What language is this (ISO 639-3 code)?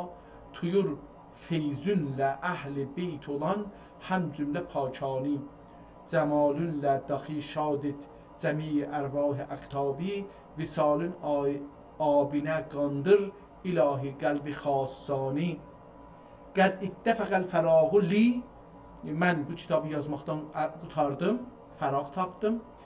azb